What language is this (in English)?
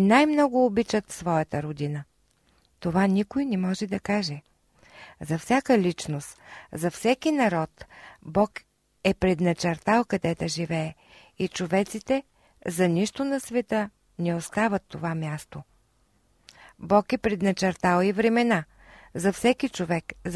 Bulgarian